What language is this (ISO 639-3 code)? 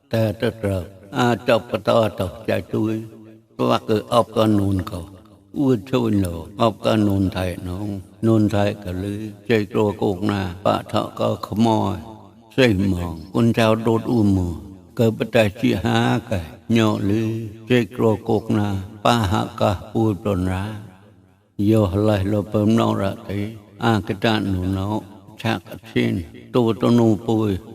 mnw